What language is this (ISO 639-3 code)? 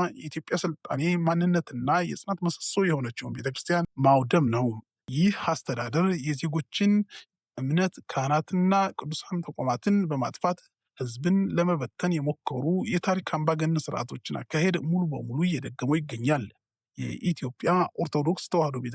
amh